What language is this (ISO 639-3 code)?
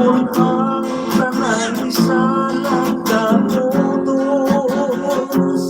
hil